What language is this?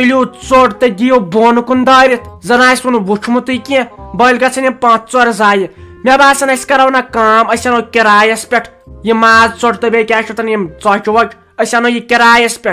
Kashmiri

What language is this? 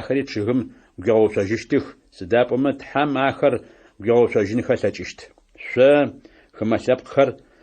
Adyghe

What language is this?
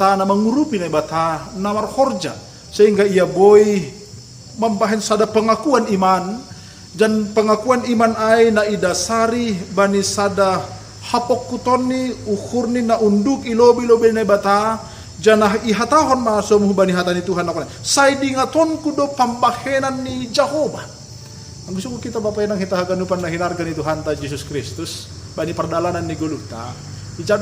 Batak Simalungun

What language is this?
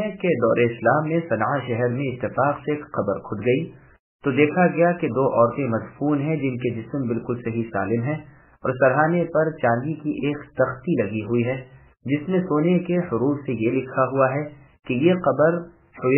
Urdu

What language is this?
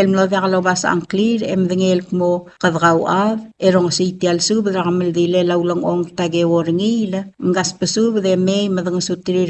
Palauan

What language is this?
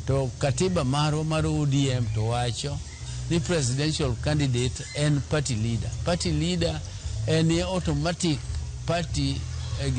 Luo (Kenya and Tanzania)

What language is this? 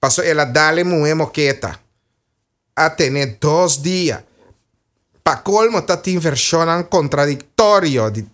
Papiamento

